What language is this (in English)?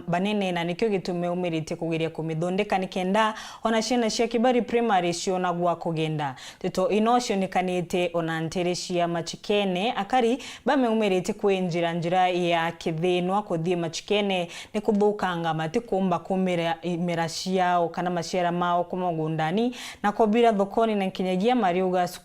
Meru